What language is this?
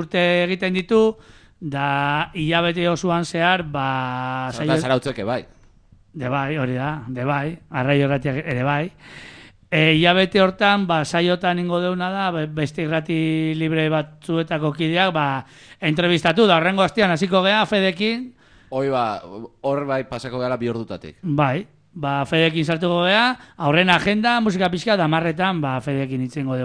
Basque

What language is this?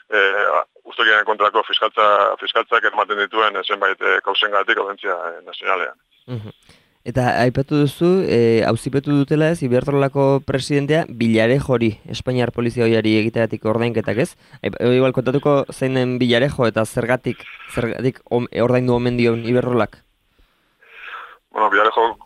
Basque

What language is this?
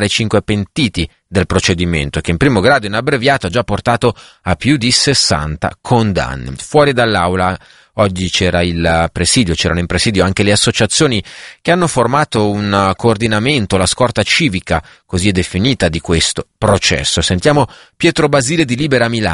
Italian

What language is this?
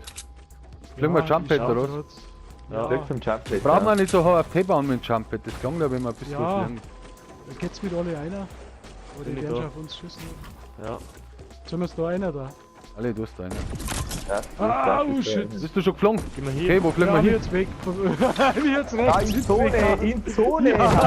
Bavarian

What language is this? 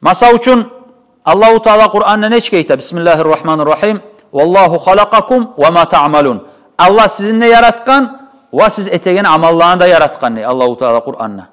Kumyk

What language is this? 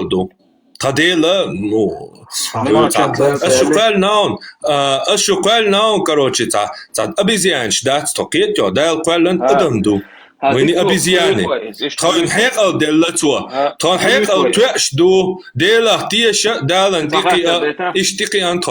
Chechen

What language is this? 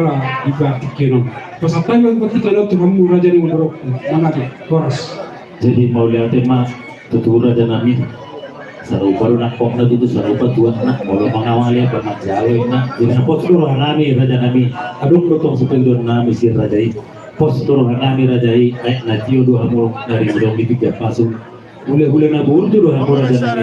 Batak Toba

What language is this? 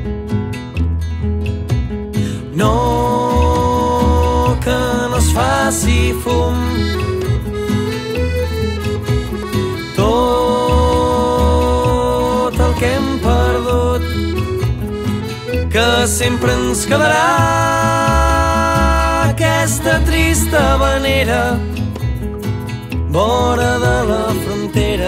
Catalan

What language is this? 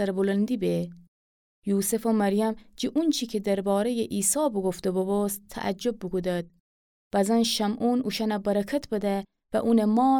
Gilaki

